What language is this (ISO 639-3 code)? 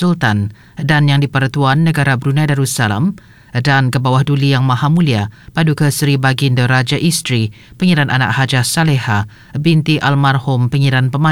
msa